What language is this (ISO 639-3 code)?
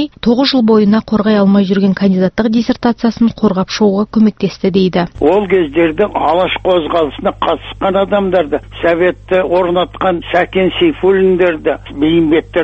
kaz